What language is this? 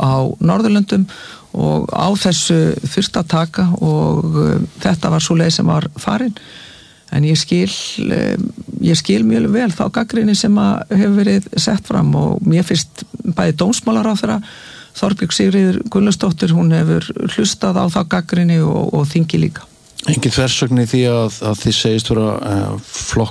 Icelandic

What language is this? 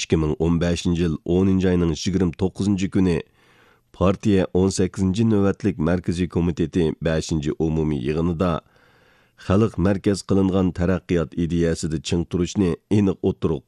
Uyghur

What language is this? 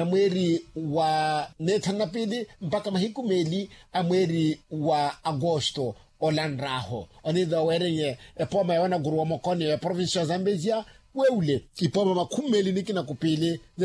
Makhuwa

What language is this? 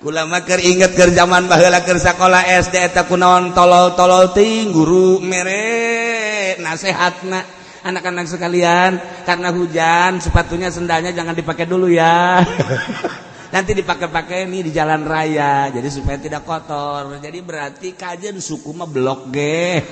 Sundanese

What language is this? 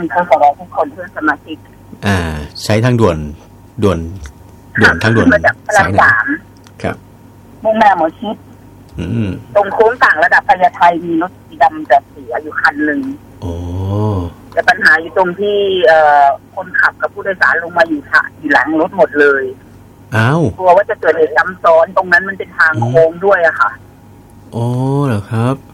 Thai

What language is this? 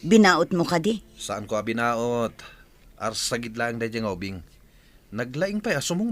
Iloko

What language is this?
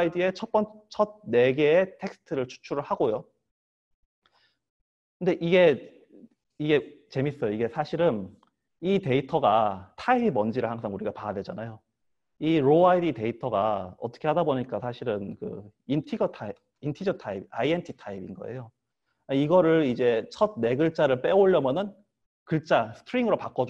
Korean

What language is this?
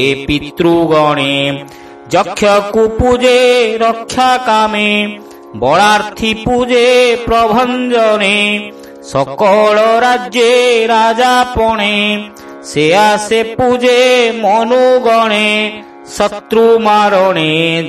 Odia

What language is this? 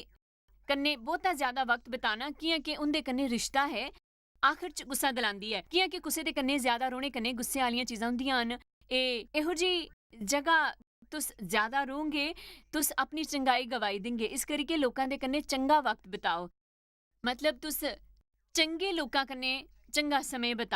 Dogri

